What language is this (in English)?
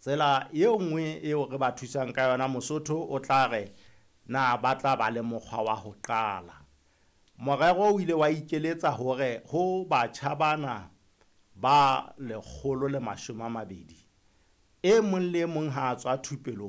Southern Sotho